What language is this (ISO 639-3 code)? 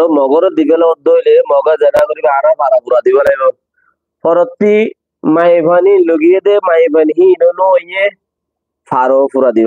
rhg